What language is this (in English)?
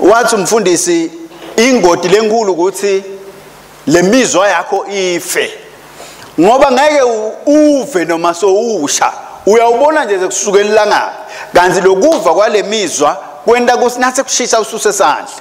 Swati